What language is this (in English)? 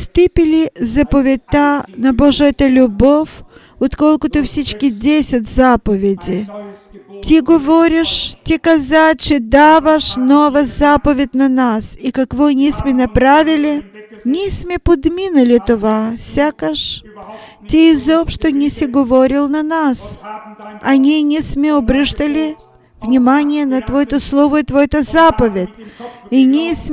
Bulgarian